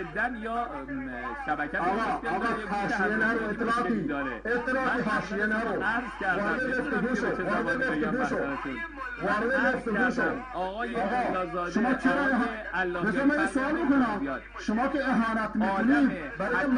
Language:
Persian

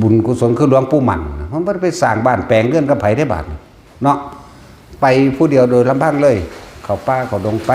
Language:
Northeastern Thai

